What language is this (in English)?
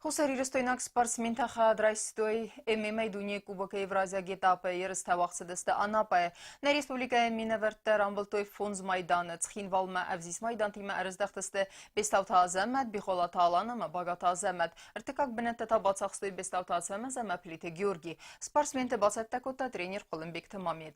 Ossetic